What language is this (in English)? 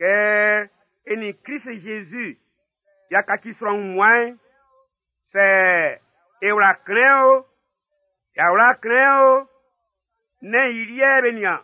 Baoulé